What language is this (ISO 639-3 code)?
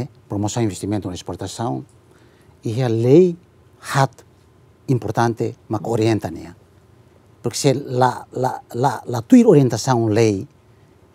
tet